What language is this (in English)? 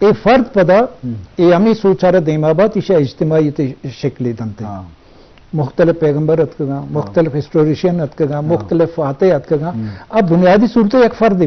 Eastern Balochi